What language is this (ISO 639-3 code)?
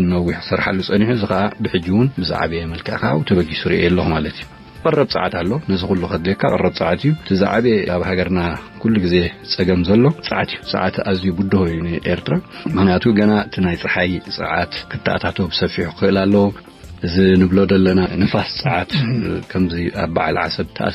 tir